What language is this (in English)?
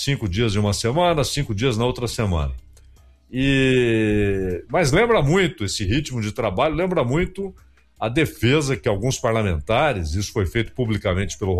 Portuguese